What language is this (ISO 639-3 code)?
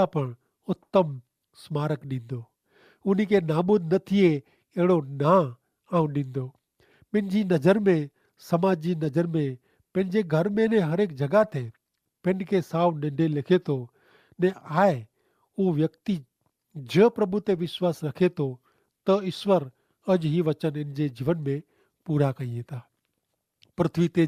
kfr